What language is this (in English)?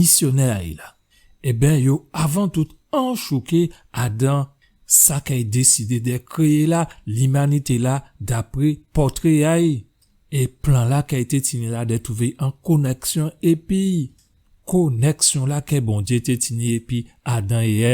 Guadeloupean Creole French